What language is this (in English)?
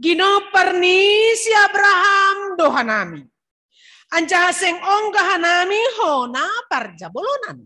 Batak Simalungun